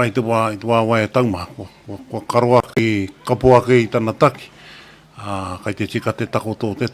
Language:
Māori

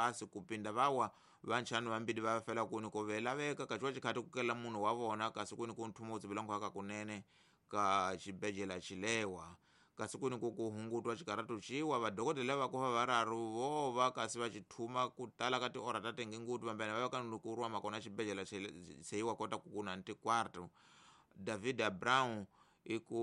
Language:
Tsonga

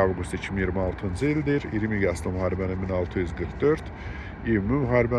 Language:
Azerbaijani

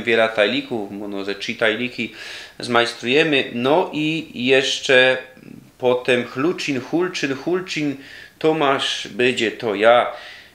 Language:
Silesian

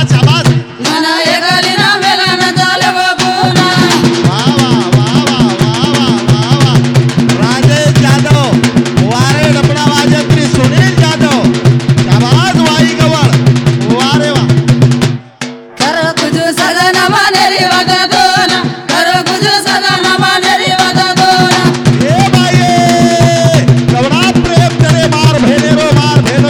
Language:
Marathi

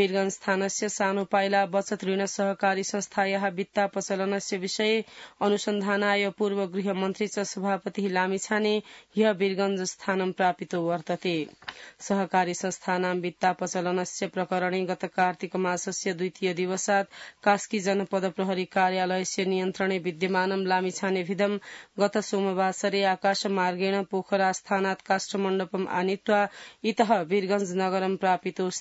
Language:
Sanskrit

